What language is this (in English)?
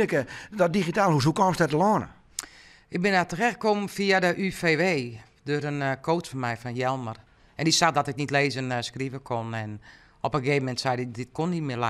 Western Frisian